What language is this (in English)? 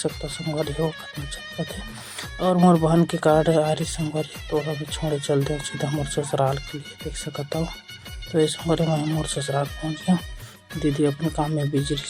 Chhattisgarhi